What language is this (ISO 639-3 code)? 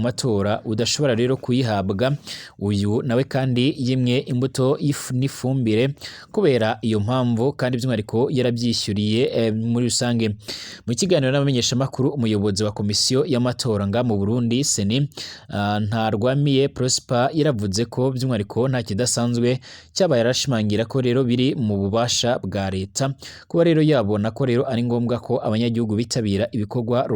run